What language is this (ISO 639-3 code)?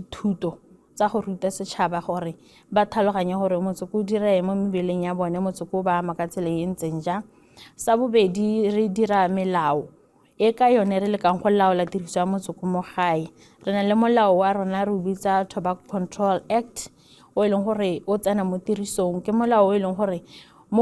tsn